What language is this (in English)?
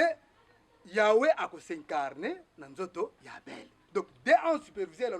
Lingala